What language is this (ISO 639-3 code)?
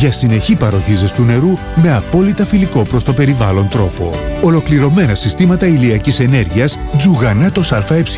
ell